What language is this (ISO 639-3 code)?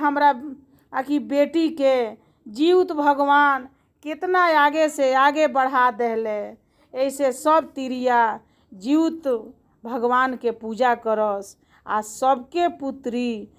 bho